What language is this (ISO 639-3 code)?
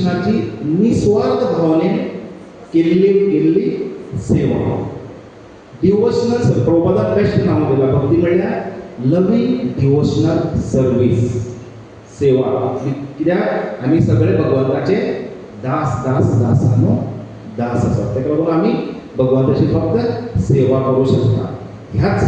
kok